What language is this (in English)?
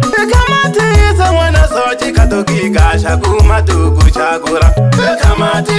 Swahili